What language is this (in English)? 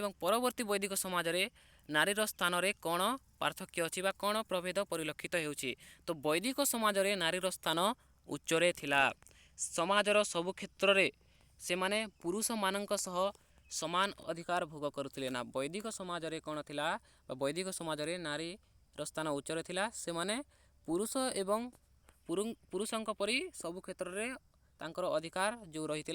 Odia